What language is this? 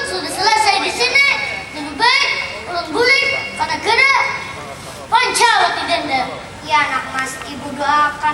Banjar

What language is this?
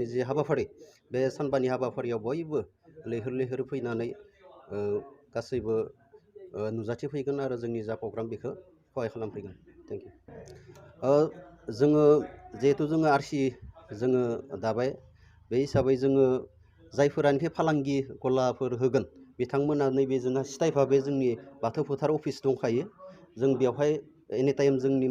Bodo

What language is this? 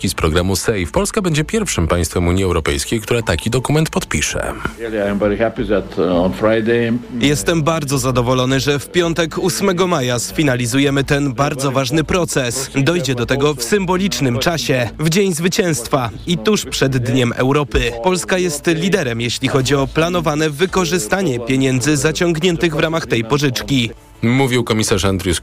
Polish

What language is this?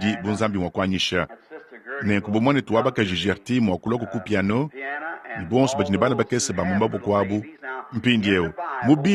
Luba-Lulua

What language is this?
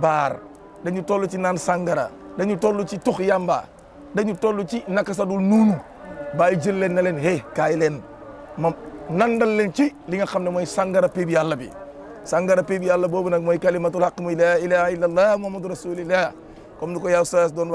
Wolof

